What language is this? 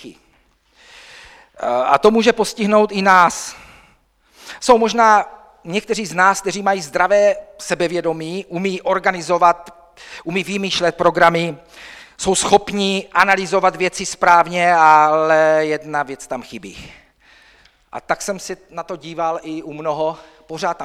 Czech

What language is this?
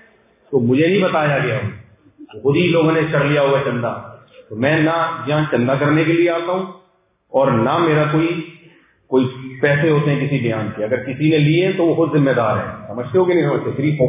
Urdu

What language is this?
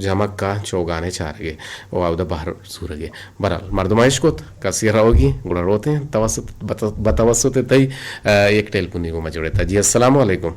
Eastern Balochi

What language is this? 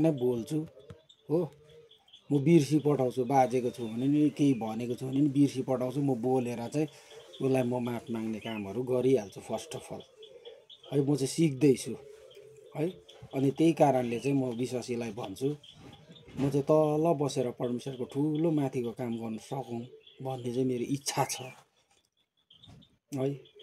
Nepali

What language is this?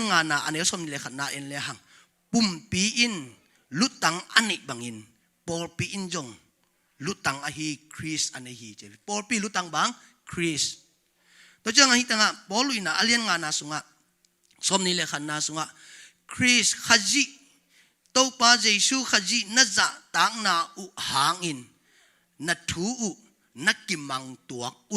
Tedim Chin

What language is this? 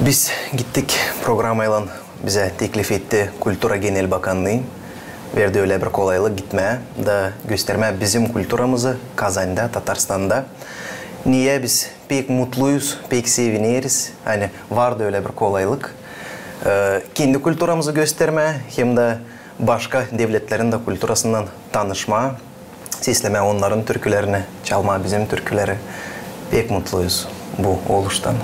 Gagauz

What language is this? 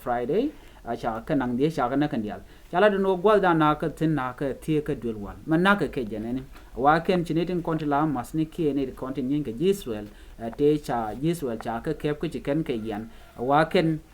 Nuer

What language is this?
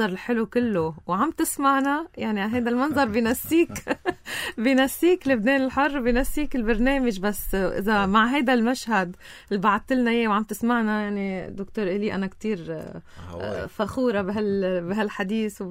North Levantine Arabic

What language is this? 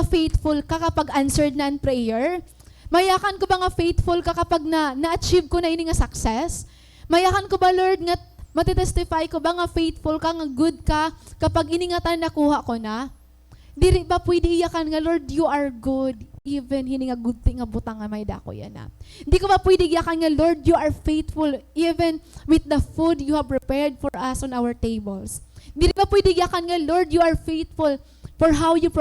Waray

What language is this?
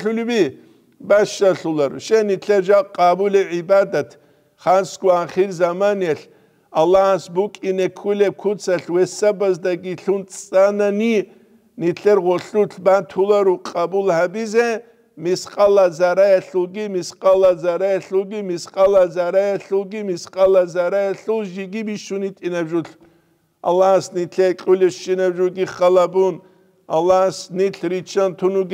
Avaric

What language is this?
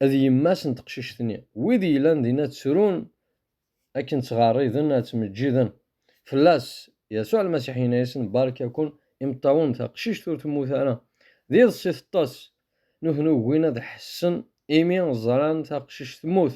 Kabyle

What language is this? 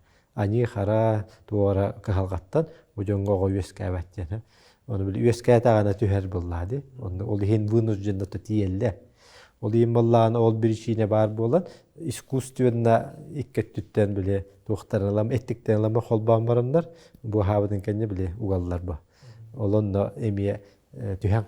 Yakut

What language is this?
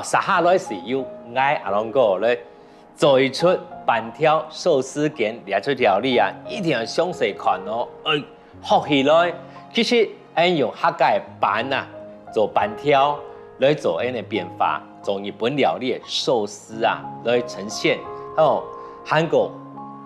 Hakka Chinese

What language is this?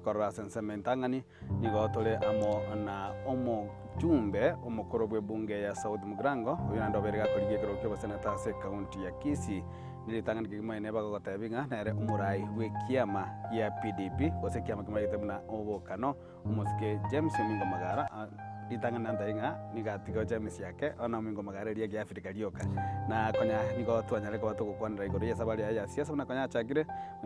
Gusii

